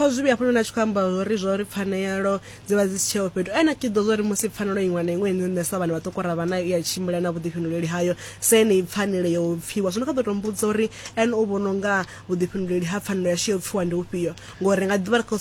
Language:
Venda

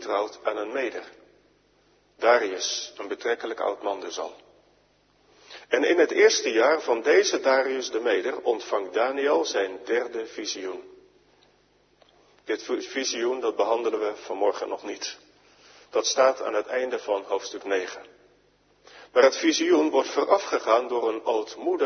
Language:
Dutch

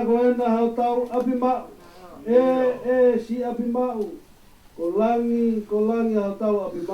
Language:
Tongan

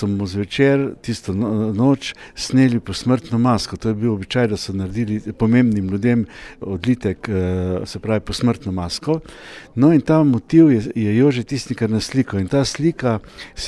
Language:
Slovenian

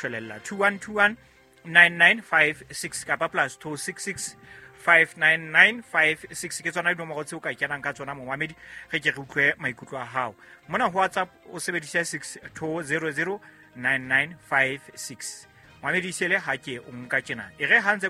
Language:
Southern Sotho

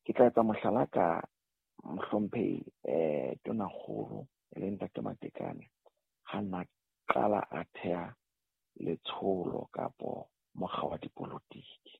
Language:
Southern Sotho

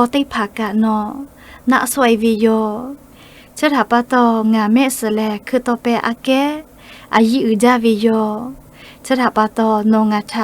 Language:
Lahu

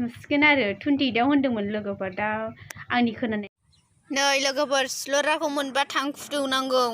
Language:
Bodo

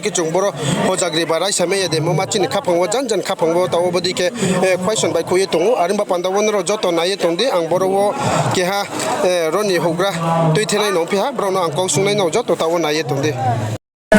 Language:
Riang (India)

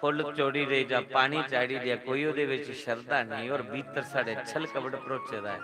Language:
Dogri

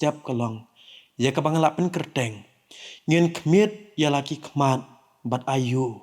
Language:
Khasi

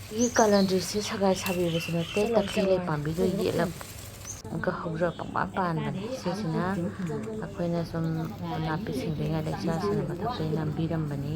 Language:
Manipuri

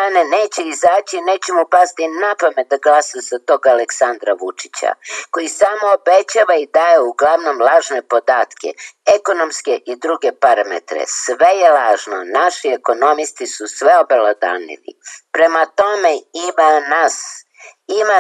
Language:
Serbian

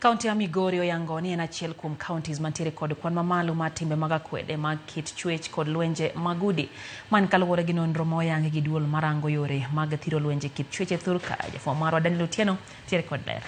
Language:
Luo (Kenya and Tanzania)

